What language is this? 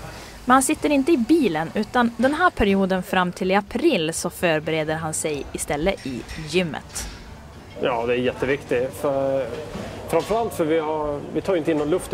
Swedish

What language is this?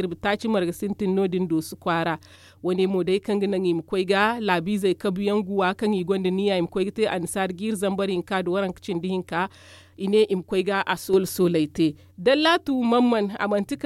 Zarma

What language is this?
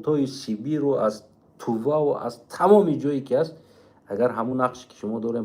Tajik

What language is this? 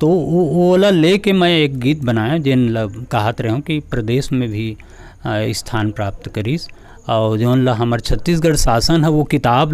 Chhattisgarhi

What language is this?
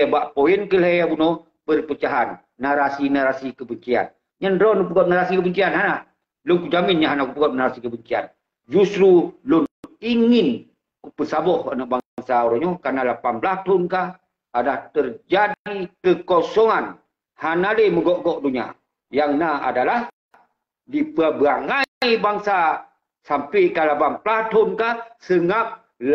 Achinese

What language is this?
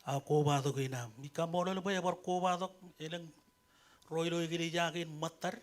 Marshallese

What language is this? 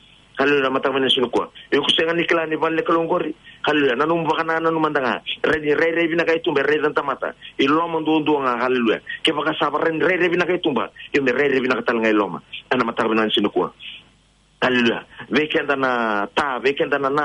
Fijian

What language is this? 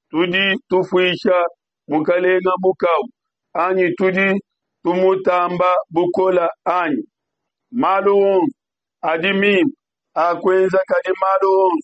Luba-Lulua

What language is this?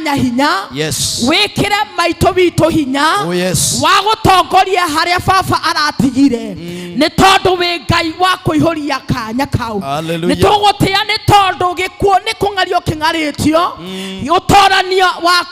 Kikuyu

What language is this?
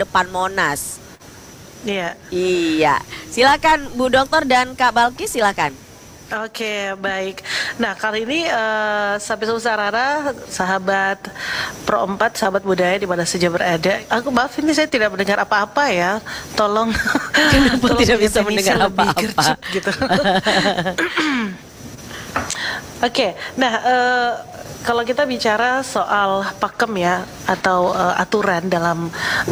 Indonesian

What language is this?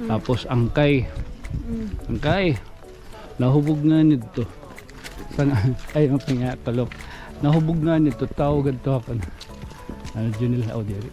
Waray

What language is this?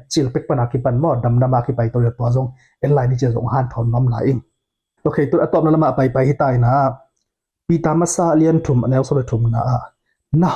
Tedim Chin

